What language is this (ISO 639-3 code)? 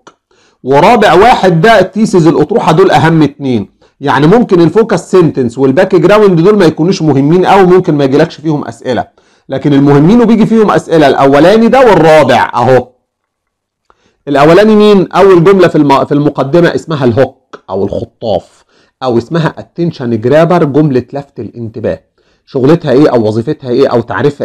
arz